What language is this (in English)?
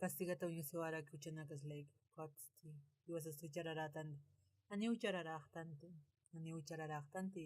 Aymara